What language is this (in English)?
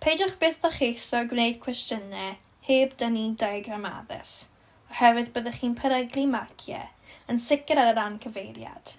Welsh